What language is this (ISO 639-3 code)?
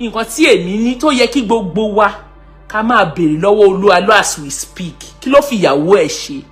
yor